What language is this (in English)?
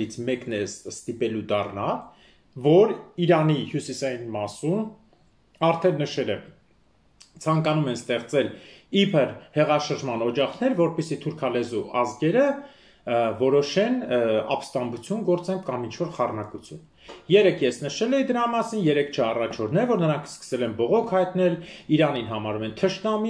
Armenian